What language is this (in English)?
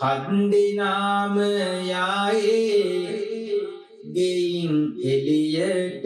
Sinhala